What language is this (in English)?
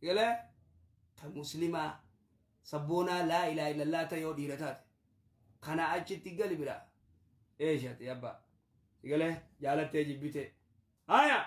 Oromo